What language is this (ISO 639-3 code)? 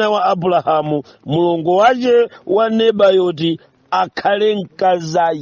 nya